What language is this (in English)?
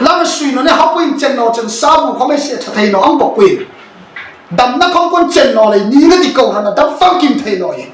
Hmar